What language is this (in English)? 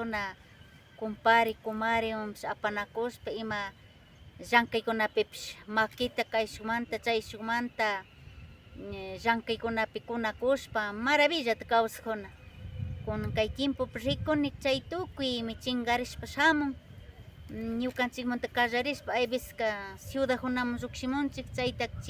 Imbabura Highland Quichua